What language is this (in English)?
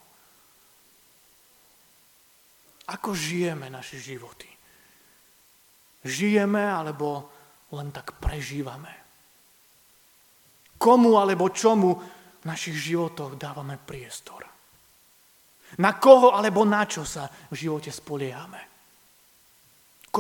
Slovak